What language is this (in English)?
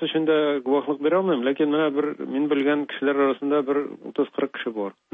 Tatar